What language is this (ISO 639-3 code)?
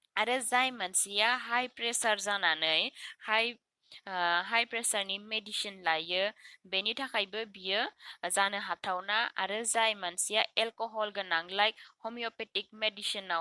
brx